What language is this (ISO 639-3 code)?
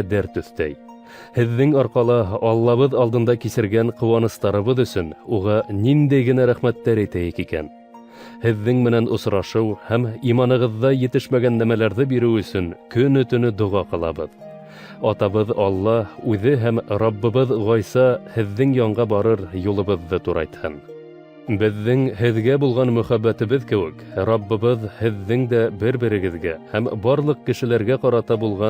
bak